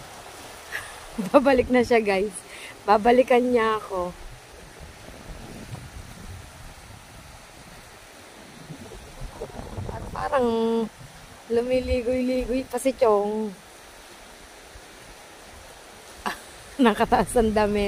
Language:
Filipino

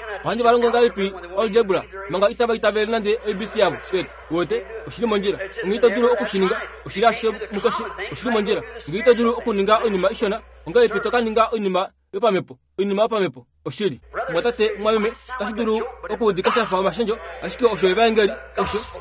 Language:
Kuanyama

